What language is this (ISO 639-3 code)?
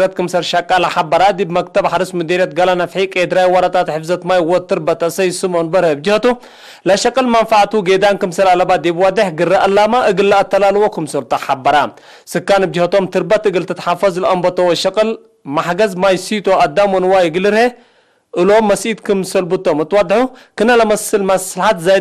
tig